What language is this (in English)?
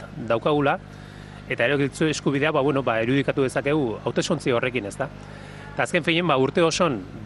Basque